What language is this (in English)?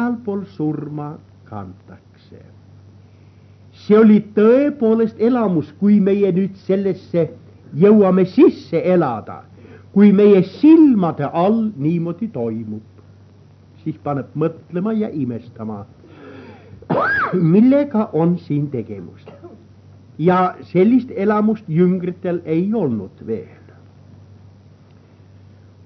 Estonian